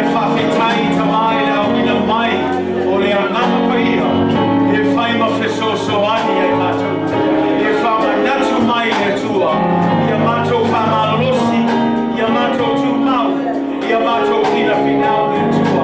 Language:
Samoan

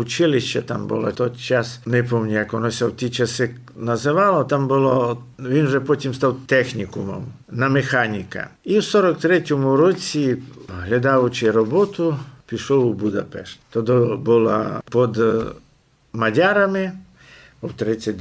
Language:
Rusyn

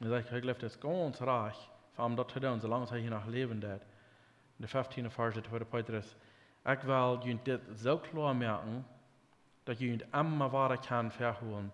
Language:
Plautdietsch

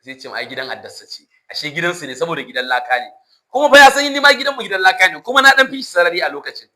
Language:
Hausa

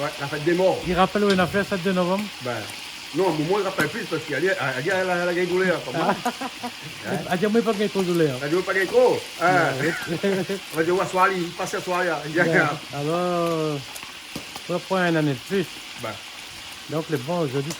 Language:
Réunion Creole French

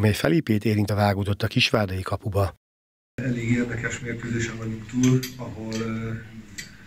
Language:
Hungarian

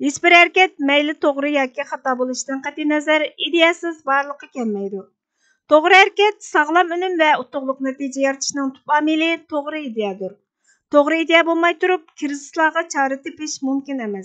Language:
Uyghur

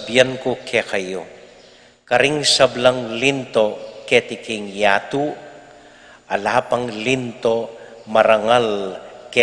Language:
Pampanga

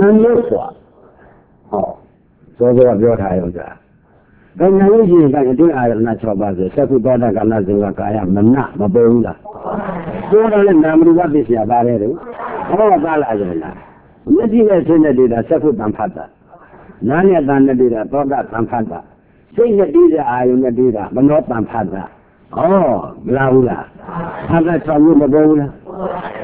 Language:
Burmese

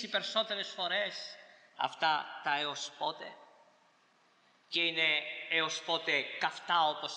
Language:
Greek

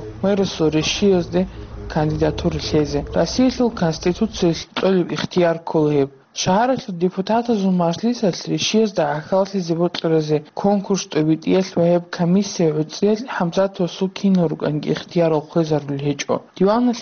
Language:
Avaric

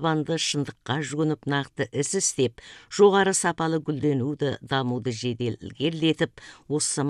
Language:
Kazakh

